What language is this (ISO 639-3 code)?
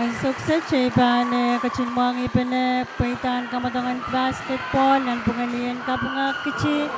pon